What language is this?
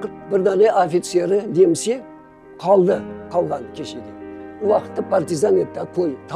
Crimean Tatar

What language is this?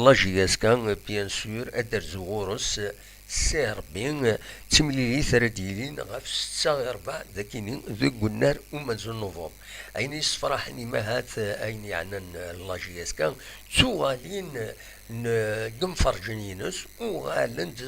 Kabyle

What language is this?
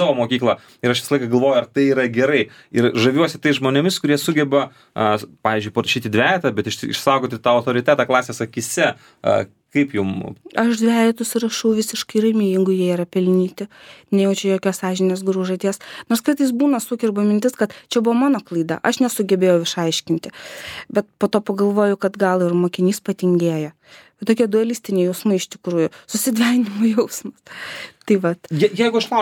Lithuanian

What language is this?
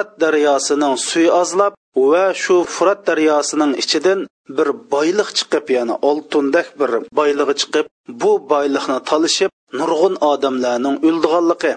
Uyghur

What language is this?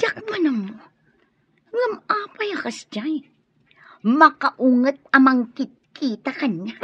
Iloko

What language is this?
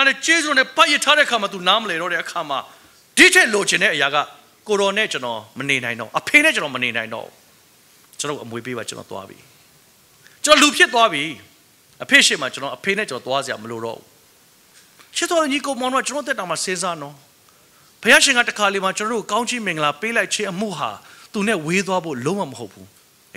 Burmese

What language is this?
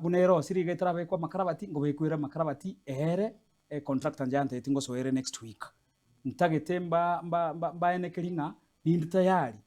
Gusii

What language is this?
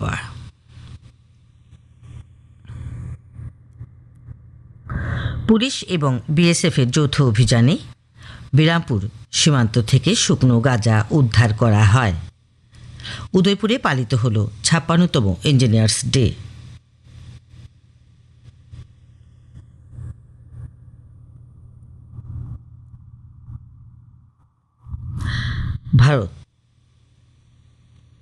Bangla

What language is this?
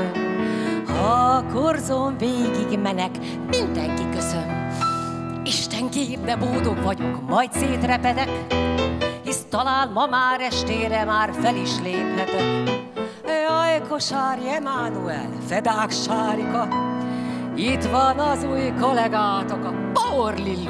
Hungarian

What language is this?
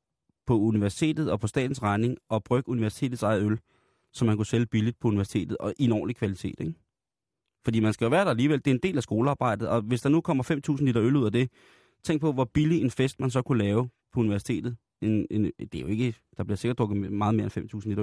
Danish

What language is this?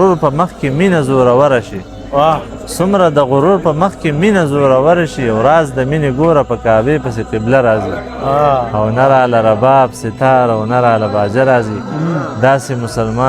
Pashto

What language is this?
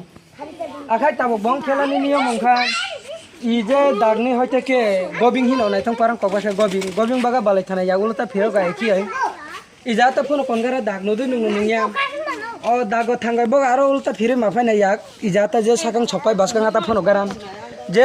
Kok Borok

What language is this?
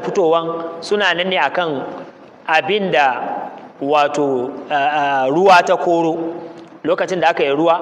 Hausa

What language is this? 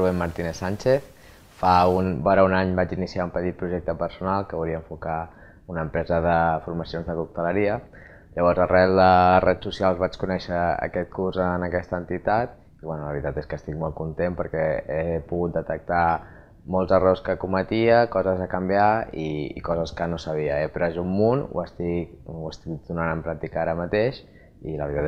Catalan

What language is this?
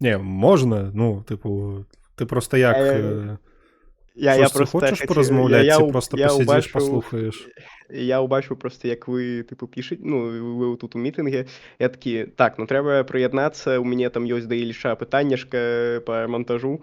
Belarusian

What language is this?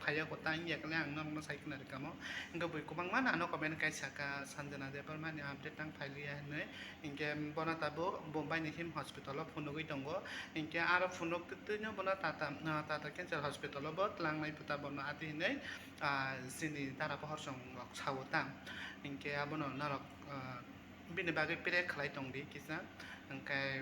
Kok Borok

